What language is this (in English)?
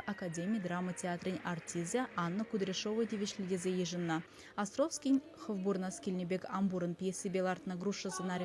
Chuvash